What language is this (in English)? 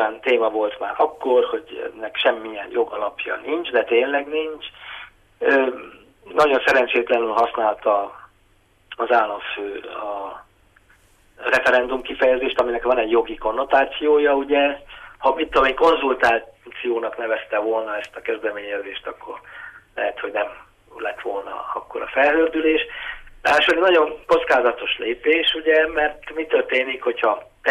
Hungarian